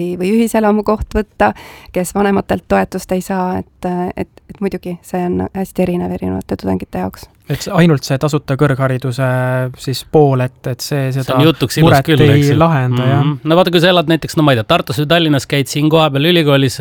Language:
Estonian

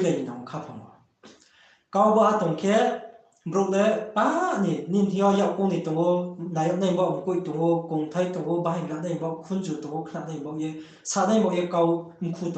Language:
Riang (India)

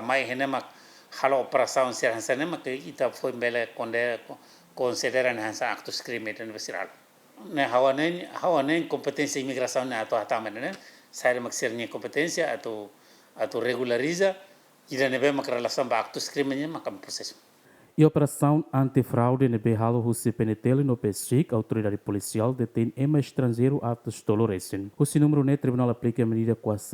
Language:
Tetum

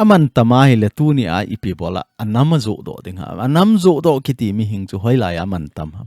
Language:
Thado Chin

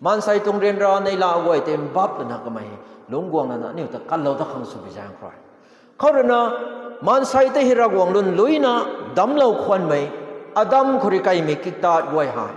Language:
Rongmei Naga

